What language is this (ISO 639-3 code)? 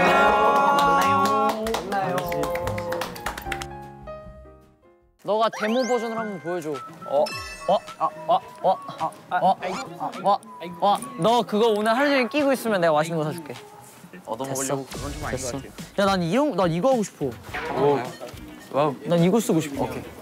kor